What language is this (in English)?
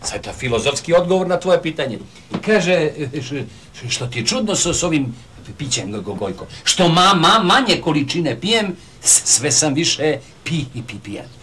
Serbian